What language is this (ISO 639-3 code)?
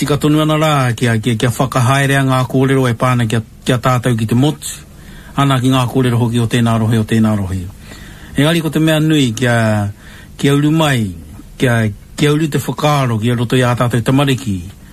mri